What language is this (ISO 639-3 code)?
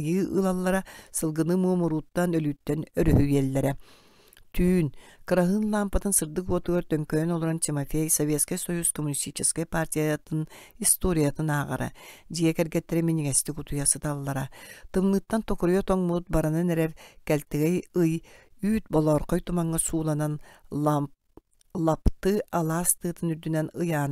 sah